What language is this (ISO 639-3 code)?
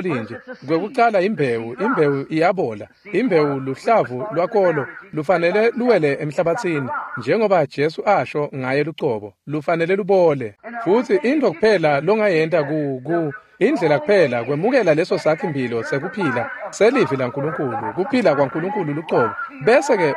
ssw